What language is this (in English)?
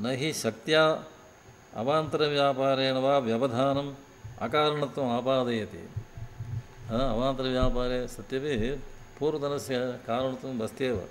Sanskrit